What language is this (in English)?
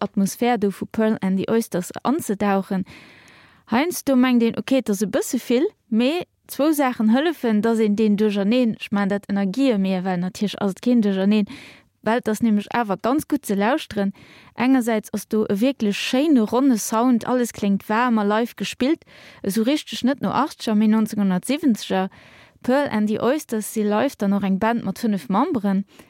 Luxembourgish